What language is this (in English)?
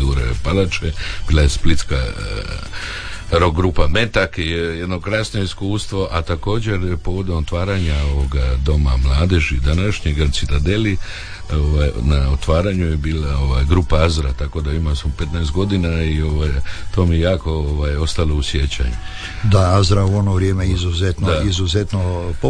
Croatian